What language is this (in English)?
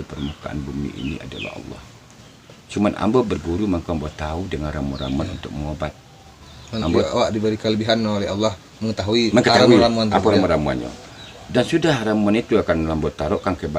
Minangkabau